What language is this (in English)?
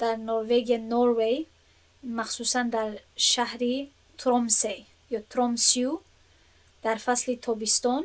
Tajik